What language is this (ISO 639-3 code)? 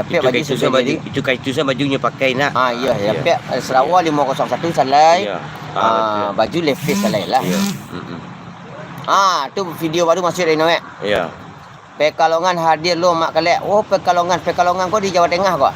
min